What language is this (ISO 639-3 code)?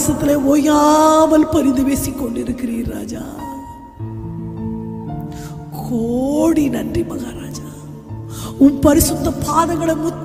tam